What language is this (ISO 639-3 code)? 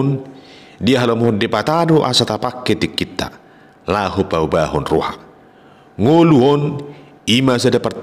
bbc